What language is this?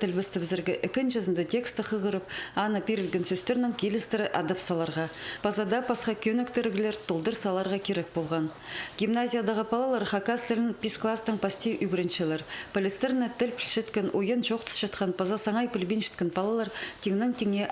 Khakas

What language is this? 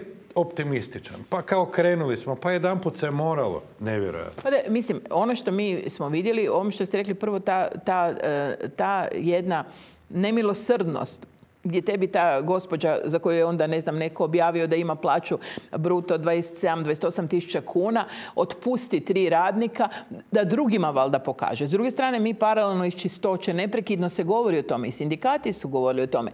Croatian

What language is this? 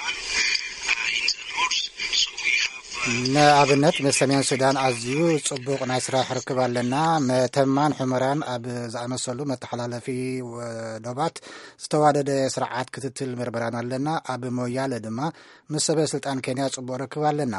Tigrinya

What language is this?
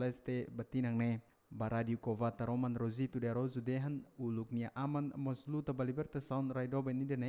Tetum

